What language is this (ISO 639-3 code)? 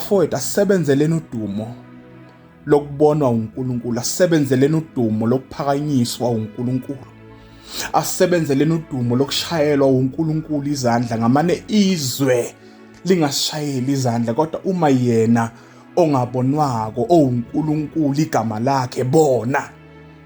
zul